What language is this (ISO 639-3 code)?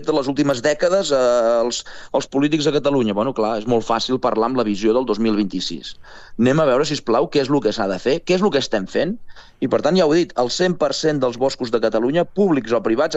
cat